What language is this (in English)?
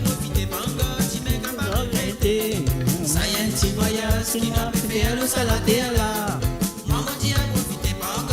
Morisyen